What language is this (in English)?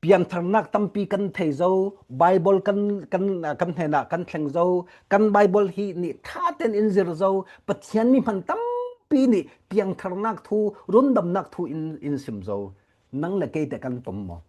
Falam Chin